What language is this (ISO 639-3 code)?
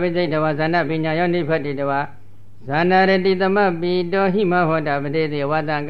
mya